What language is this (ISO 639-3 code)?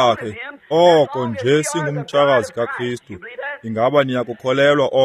xho